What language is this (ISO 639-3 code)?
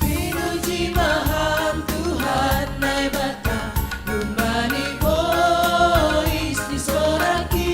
bts